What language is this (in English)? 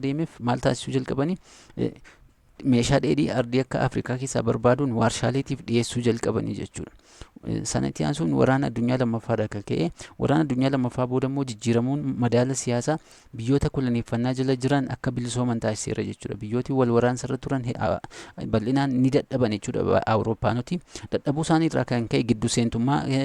Oromo